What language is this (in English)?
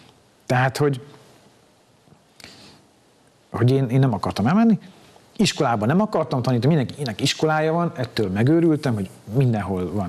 Hungarian